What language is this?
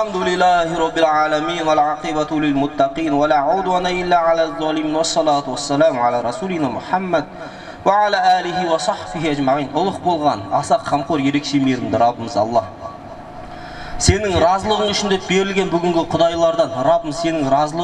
Kazakh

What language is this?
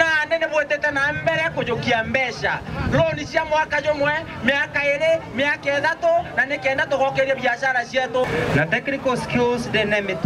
Meru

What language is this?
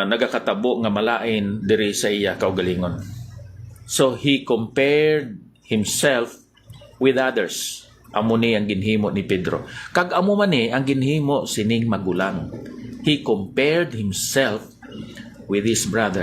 Hiligaynon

